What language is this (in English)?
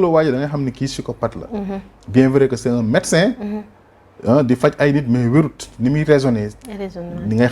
Wolof